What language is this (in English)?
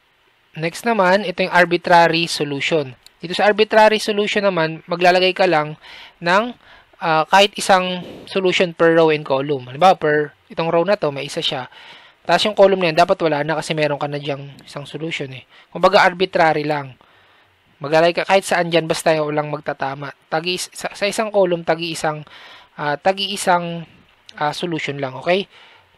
Filipino